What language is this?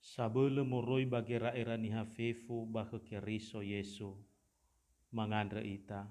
Nias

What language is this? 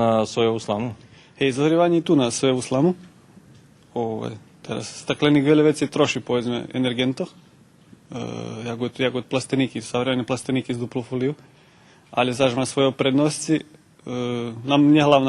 Rusyn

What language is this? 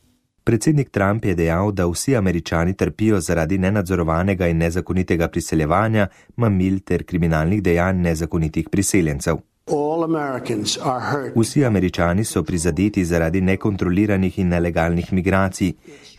Slovenian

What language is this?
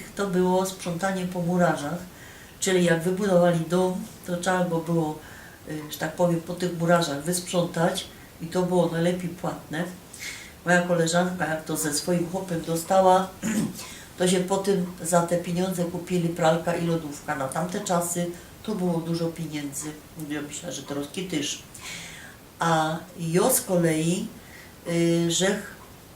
Silesian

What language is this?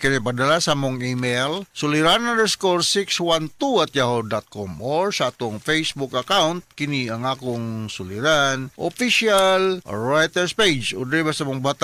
Cebuano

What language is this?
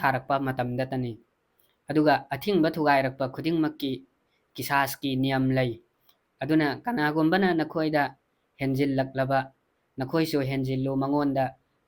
Manipuri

